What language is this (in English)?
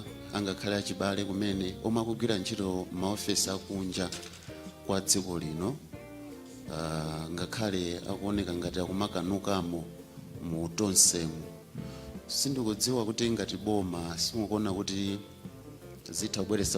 Nyanja